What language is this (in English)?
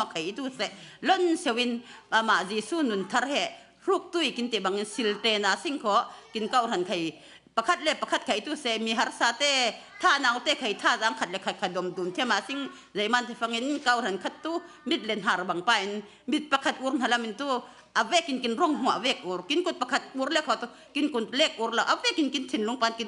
Falam Chin